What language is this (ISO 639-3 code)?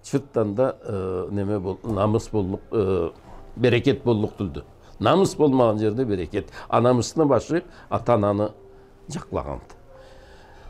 krc